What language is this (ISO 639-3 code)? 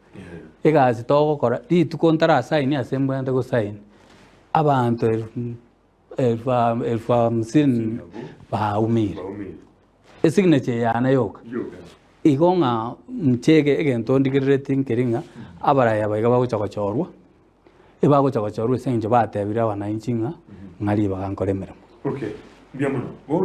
guz